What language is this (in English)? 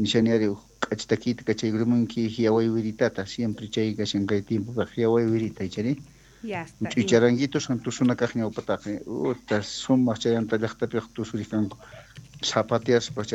South Bolivian Quechua